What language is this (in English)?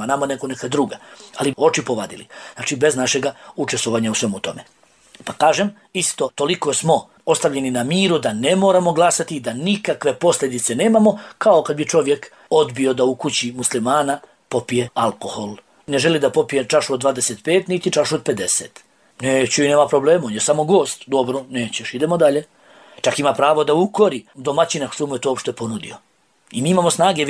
Bosnian